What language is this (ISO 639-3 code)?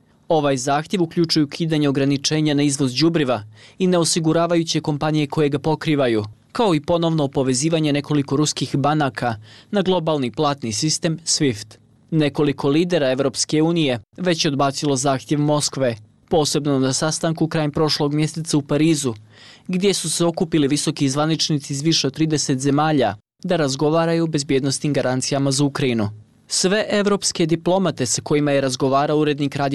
bos